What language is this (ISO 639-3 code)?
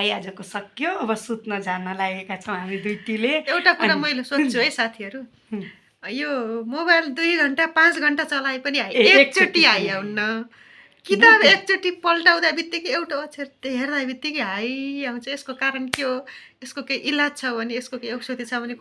nep